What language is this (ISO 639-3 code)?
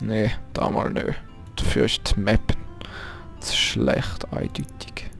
gsw